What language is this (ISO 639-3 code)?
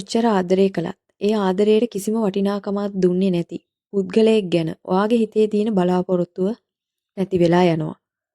sin